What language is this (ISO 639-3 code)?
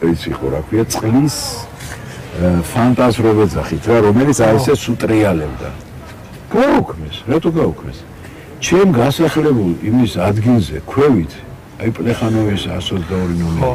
kat